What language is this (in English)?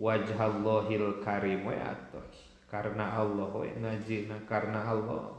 Sundanese